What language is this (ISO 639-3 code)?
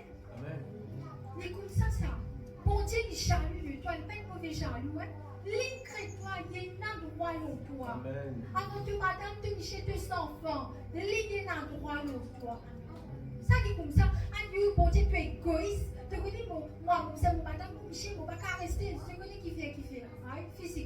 mfe